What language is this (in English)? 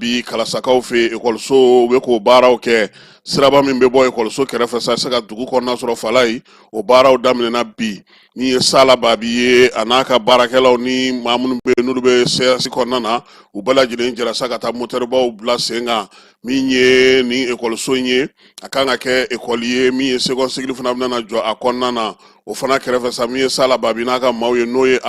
Bambara